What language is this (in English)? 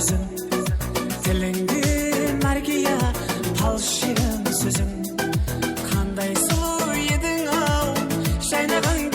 Kara-Kalpak